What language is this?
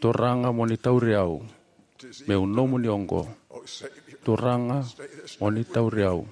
Fijian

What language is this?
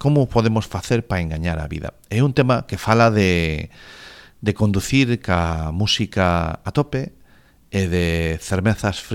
Galician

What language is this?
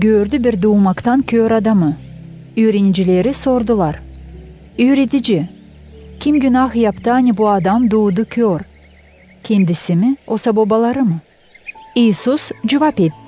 Gagauz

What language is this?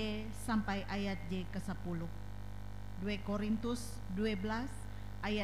Ngaju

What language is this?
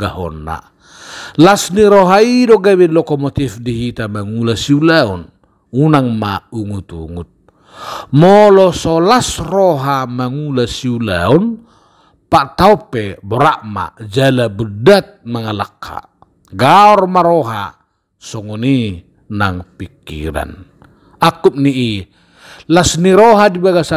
Batak Toba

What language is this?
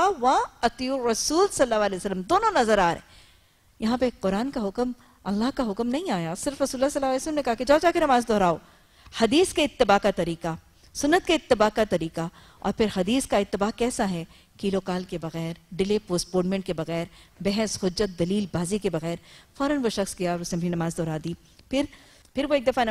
Urdu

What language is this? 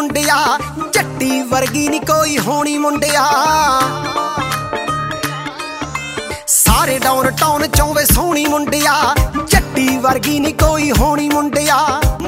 Punjabi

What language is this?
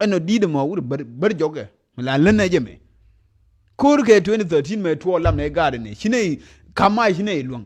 Nuer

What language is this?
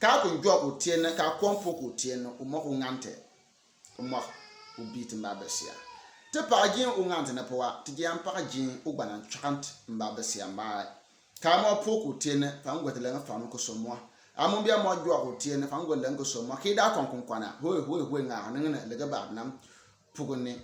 Bimoba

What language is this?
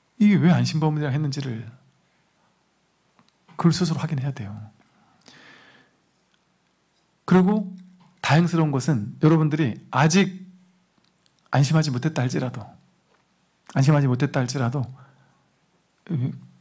Korean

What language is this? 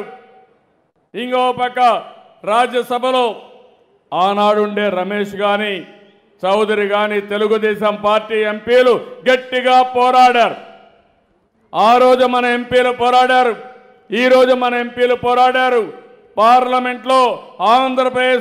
Telugu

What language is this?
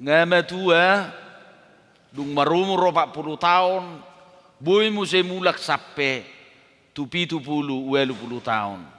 Batak Toba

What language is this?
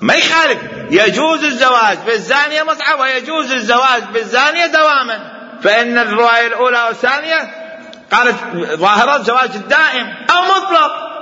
Mesopotamian Arabic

